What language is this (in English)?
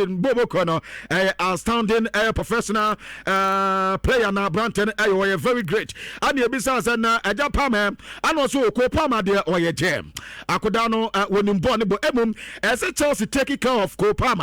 Akan